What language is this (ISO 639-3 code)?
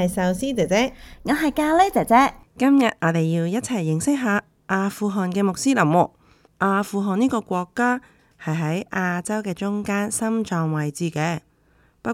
yue